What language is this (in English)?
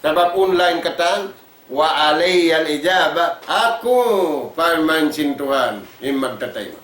Tausug